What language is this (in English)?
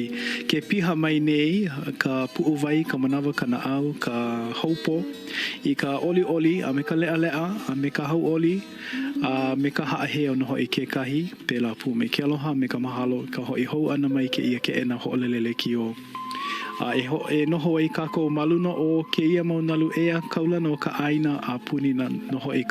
Hawaiian